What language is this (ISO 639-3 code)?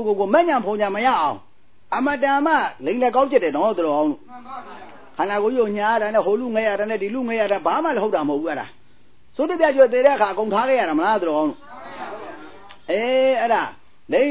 mya